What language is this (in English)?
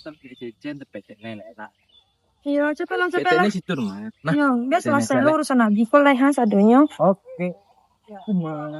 Minangkabau